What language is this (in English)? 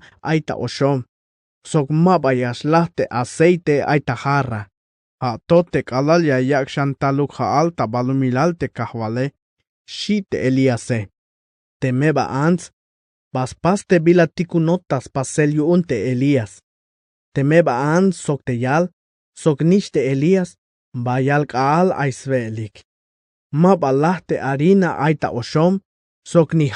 Tzeltal